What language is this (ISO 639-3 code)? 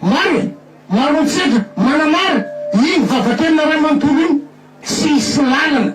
mlg